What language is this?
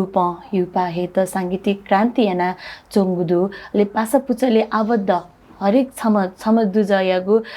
Newari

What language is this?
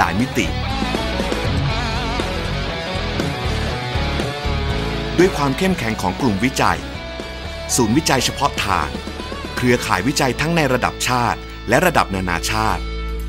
Thai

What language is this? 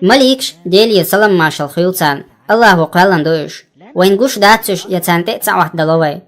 Chechen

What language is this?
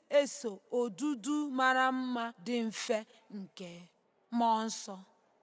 Igbo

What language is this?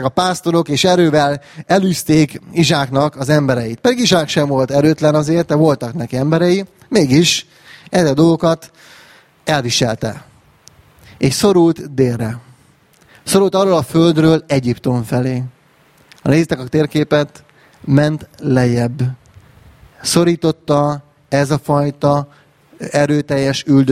Hungarian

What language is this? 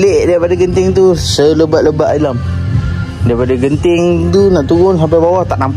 Malay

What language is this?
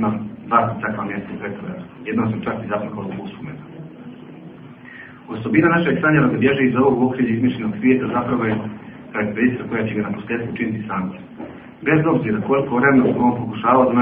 Bosnian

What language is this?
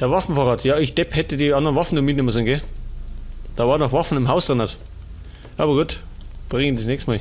Bavarian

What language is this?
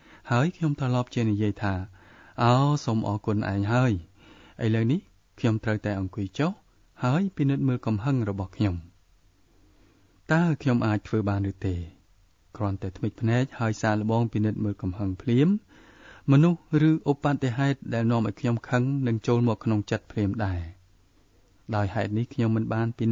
Khmer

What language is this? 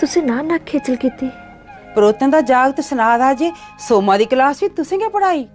Dogri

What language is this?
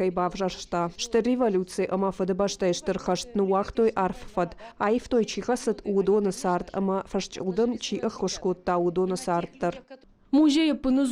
Ossetic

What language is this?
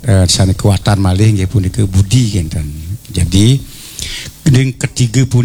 Balinese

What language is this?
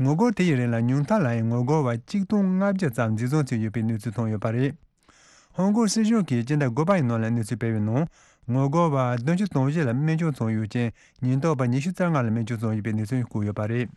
Tibetan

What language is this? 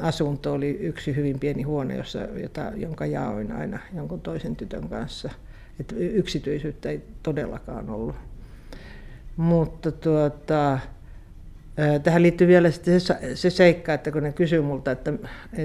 Finnish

